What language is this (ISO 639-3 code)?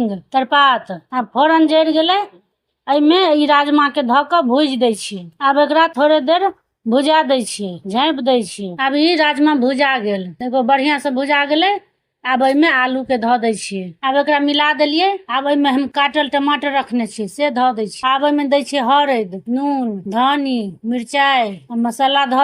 mai